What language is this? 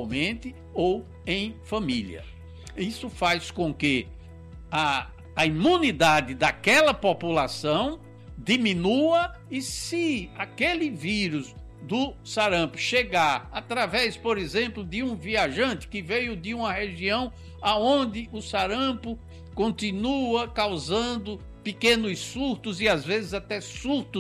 Portuguese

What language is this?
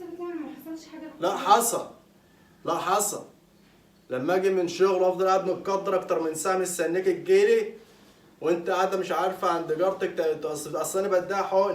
Egyptian Arabic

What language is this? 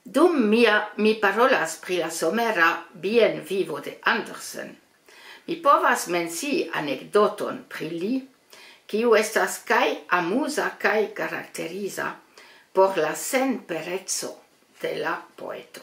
Esperanto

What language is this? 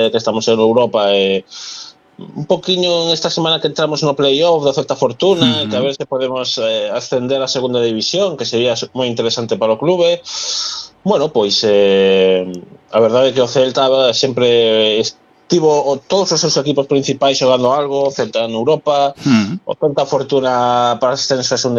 Galician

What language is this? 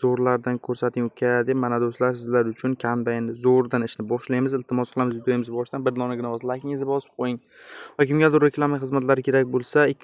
Uzbek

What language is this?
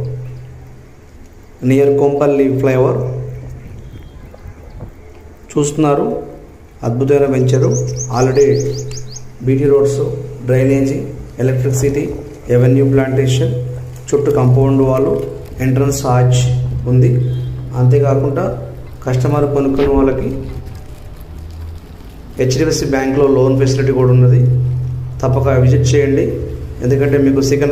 Telugu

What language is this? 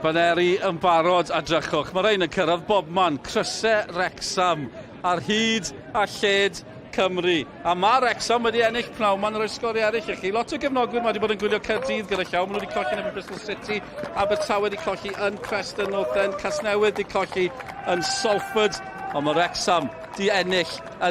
Welsh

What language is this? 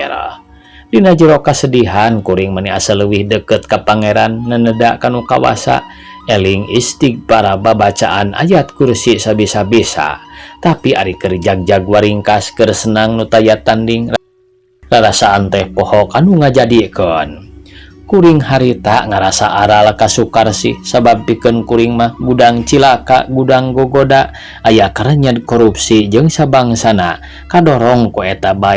Sundanese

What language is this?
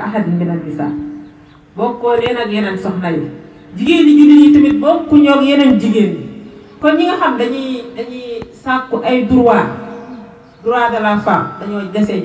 Wolof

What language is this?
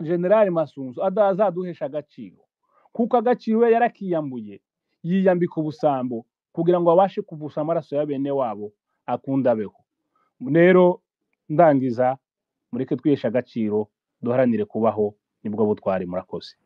Kinyarwanda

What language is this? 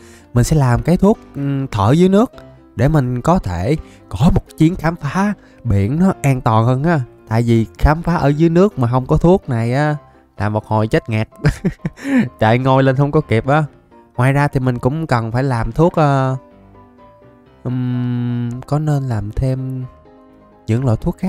Vietnamese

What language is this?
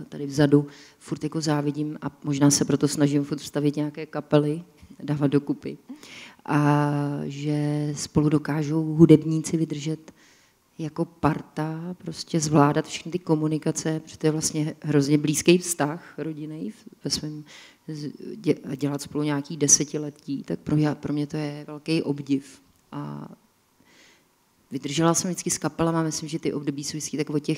Czech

